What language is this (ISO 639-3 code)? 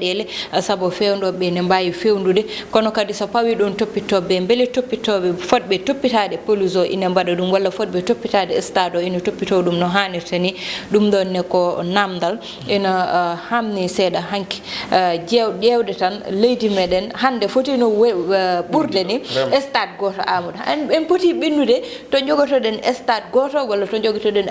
ful